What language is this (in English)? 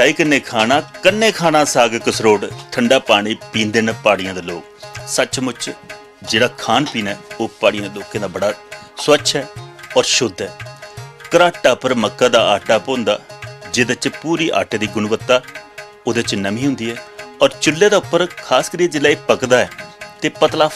Dogri